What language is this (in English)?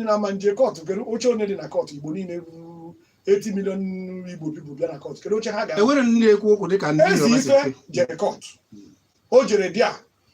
Igbo